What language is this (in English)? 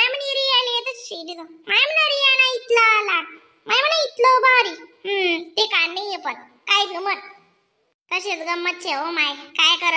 Khandesi